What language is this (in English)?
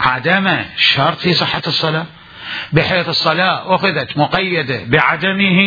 Mesopotamian Arabic